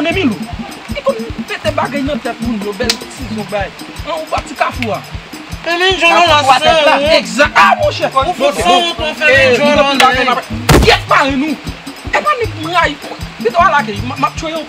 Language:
Haitian Creole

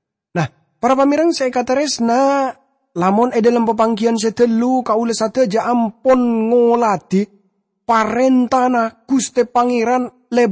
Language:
Madurese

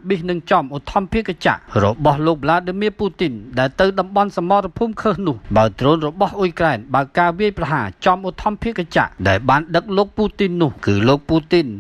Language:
Khmer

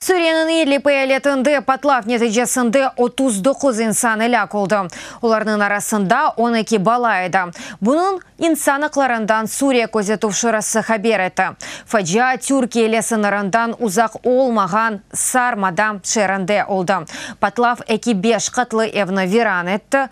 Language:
Crimean Tatar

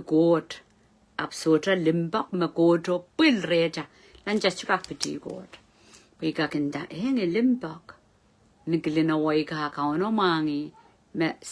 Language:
Pohnpeian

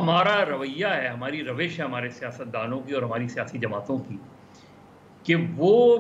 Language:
Urdu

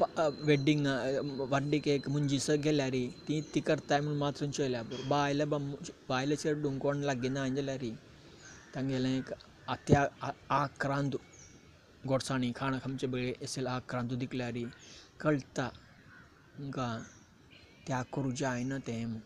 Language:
Konkani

